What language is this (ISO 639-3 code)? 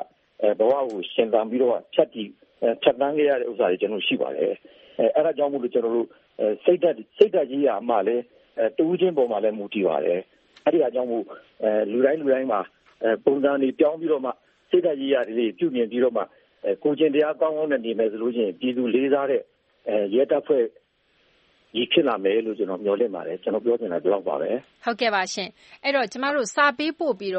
mya